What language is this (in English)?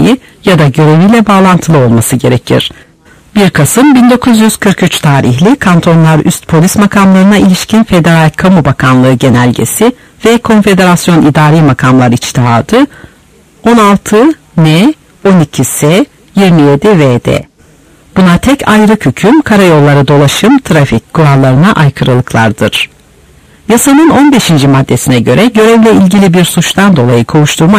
Turkish